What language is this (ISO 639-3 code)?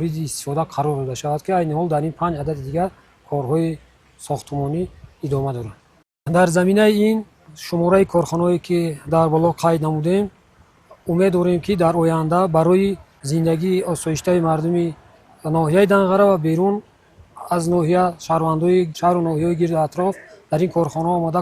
tgk